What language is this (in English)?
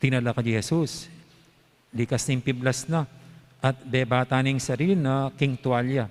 Pampanga